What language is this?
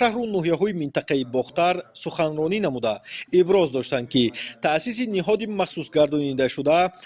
Tajik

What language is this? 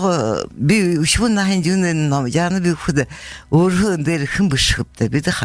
Buriat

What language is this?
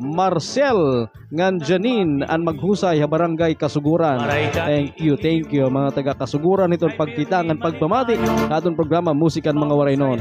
Waray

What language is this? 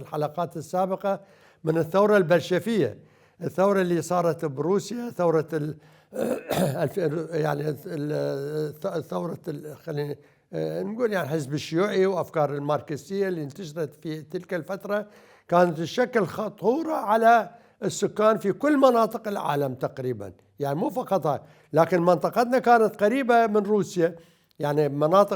Mesopotamian Arabic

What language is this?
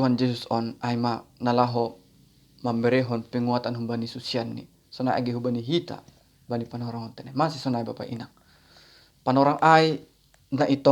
Batak Simalungun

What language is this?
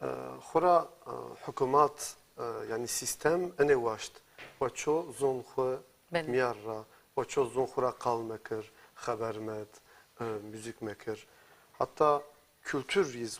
Zaza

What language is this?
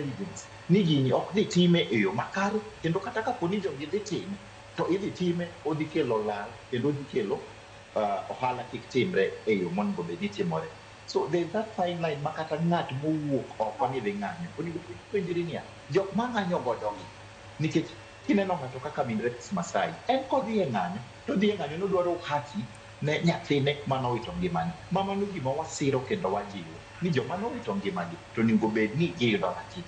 Luo (Kenya and Tanzania)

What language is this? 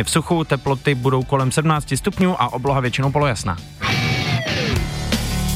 Czech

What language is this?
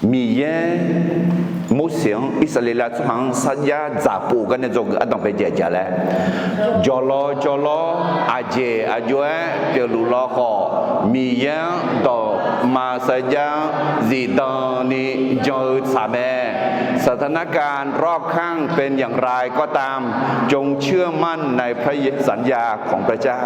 Akha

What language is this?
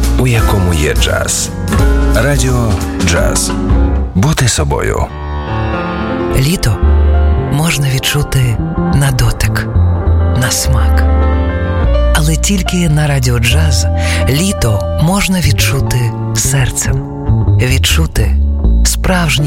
Ukrainian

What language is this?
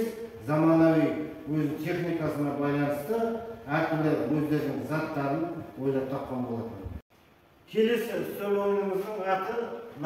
Kazakh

